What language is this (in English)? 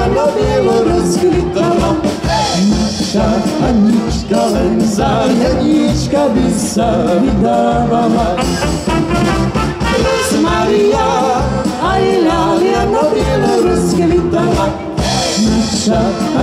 Slovak